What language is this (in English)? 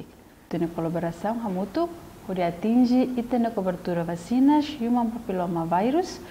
Tetum